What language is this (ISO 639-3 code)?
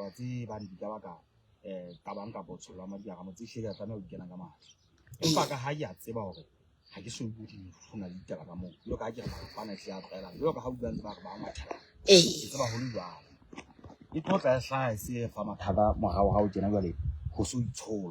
sot